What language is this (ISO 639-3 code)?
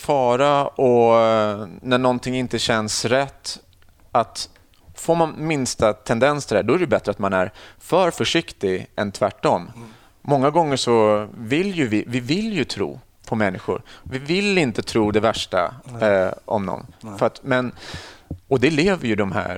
swe